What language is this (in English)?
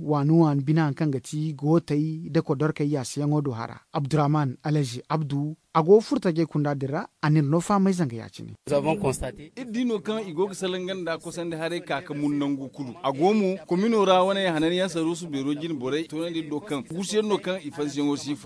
Zarma